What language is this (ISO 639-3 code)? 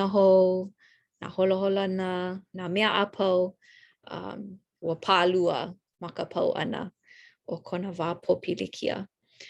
haw